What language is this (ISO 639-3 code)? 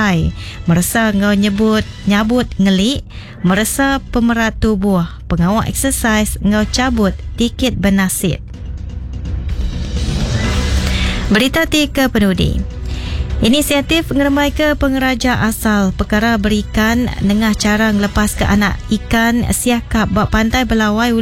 iba